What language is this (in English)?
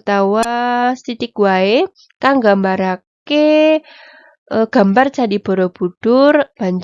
Javanese